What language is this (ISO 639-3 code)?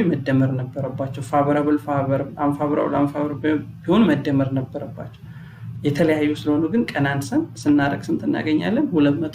amh